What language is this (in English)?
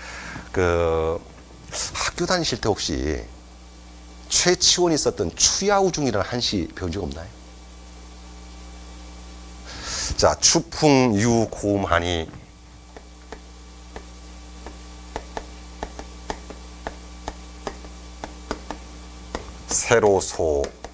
Korean